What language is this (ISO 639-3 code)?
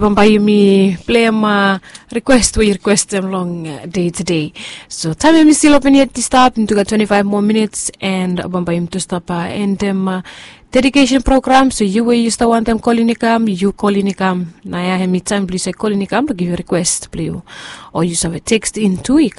bis